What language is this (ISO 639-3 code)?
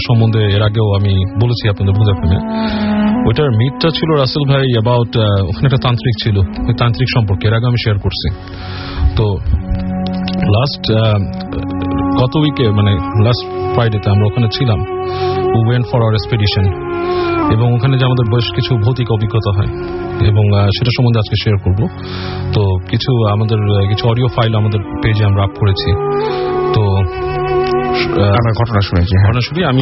ben